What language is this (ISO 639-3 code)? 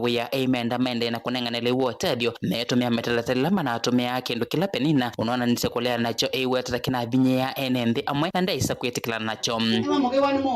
kam